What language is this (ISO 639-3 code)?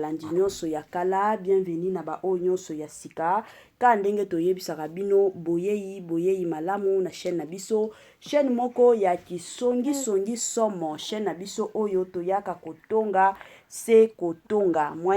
lin